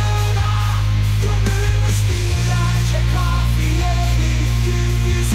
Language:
Turkish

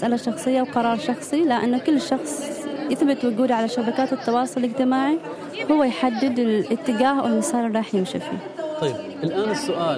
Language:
Gulf Arabic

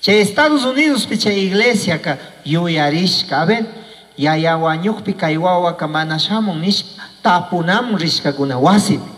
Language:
Chimborazo Highland Quichua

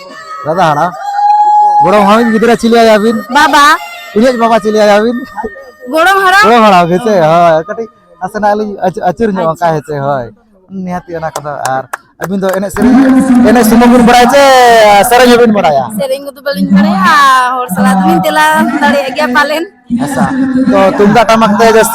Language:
Santali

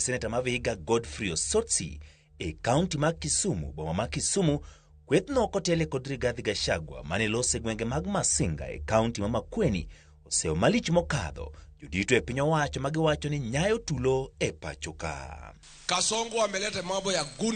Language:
Luo (Kenya and Tanzania)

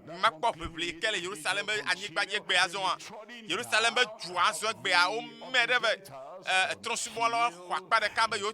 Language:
Ewe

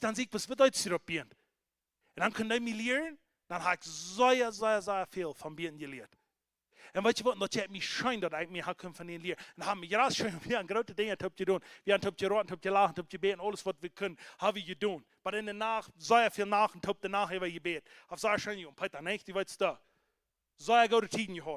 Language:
Plautdietsch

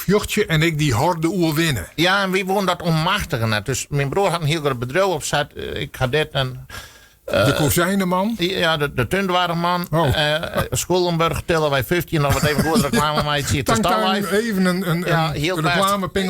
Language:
Western Frisian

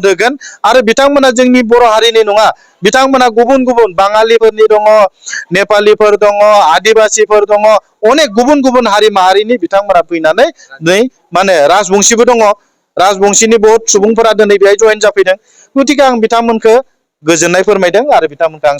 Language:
Bodo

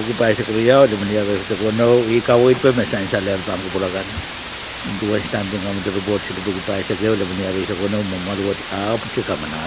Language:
Pohnpeian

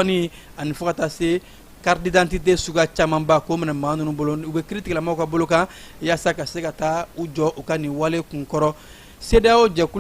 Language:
Bambara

